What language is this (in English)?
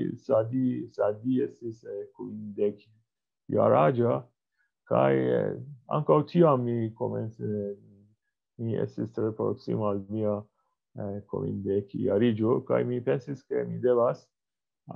Esperanto